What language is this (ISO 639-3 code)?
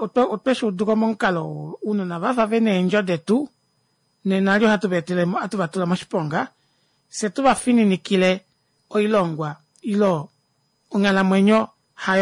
kua